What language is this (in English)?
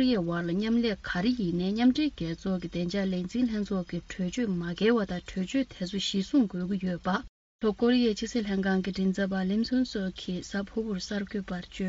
Tibetan